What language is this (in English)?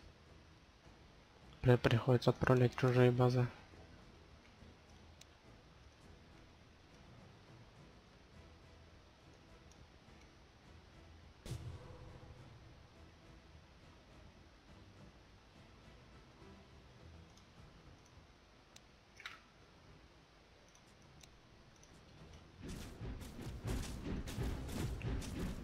Russian